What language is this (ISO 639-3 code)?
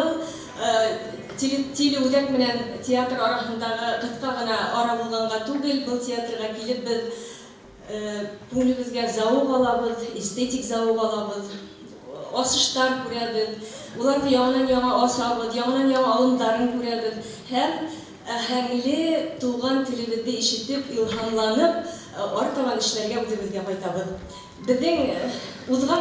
bak